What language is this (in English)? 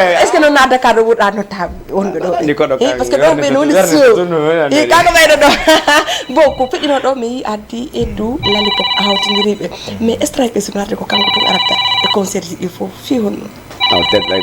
Fula